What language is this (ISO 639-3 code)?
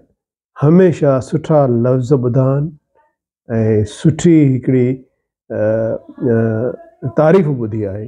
snd